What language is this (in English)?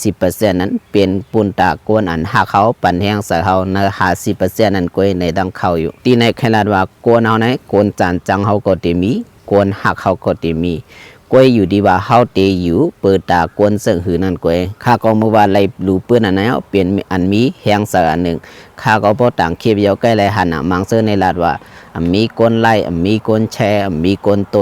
Shan